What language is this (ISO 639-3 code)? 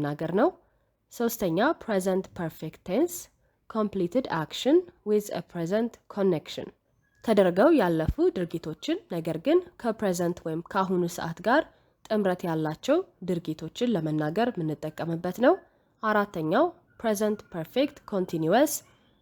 amh